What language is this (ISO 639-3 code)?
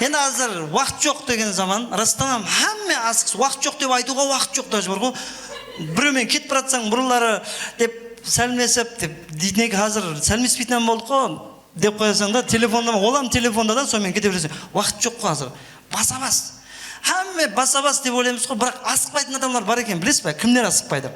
kaa